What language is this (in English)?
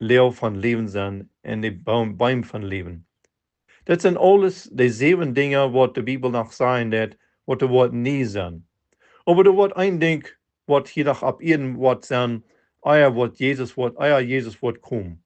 Plautdietsch